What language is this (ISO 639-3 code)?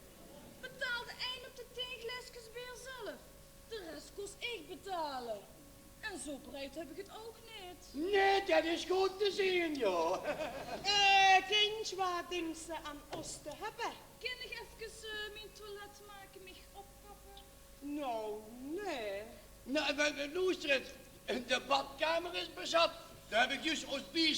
lim